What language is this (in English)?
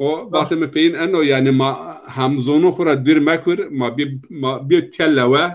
Zaza